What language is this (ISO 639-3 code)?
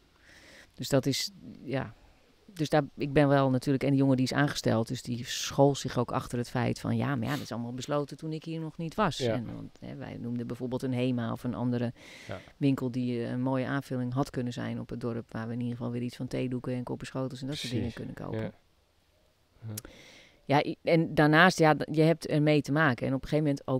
nld